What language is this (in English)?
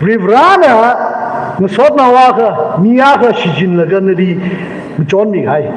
Tangkhul Naga (India)